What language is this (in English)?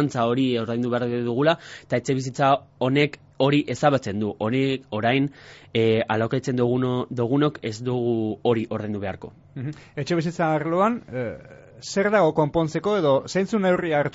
Basque